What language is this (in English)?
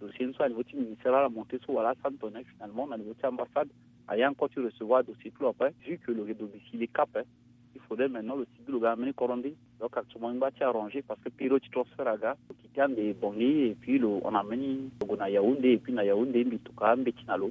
Sango